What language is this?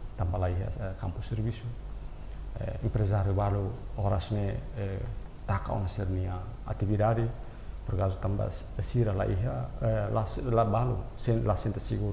Tetum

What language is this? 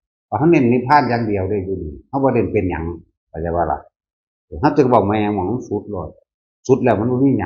Northeastern Thai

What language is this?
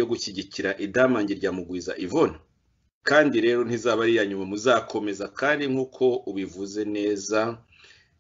Kinyarwanda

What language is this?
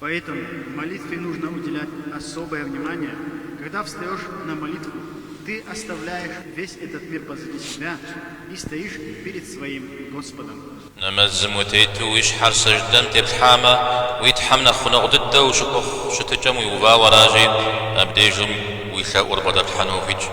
Kabardian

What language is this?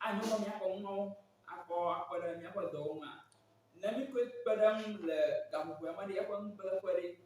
Ewe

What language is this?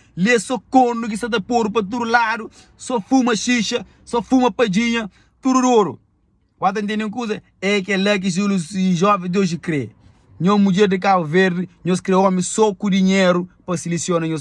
Kabuverdianu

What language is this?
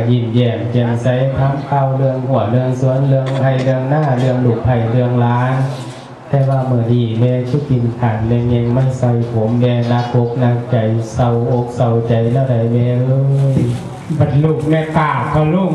Northeastern Thai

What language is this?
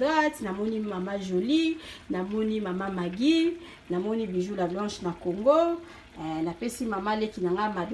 Lingala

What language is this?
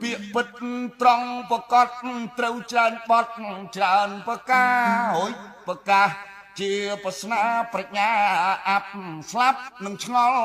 Khmer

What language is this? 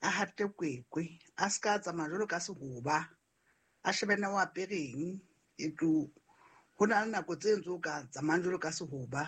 Southern Sotho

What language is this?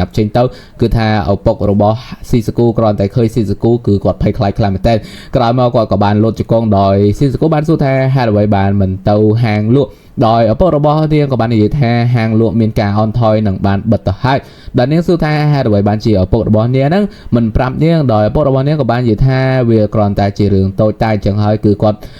Khmer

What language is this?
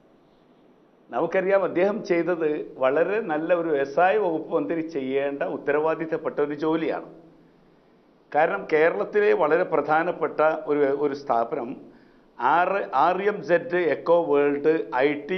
Malayalam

